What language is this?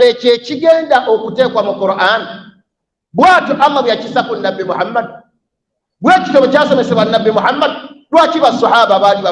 Ganda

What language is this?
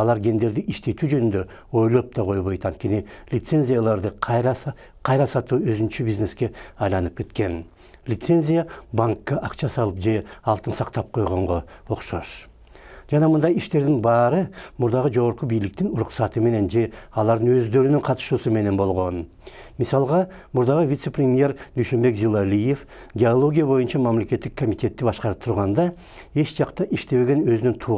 Kyrgyz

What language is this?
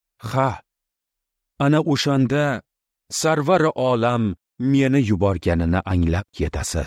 Uzbek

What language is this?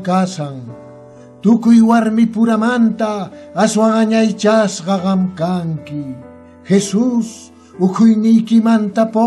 Quechua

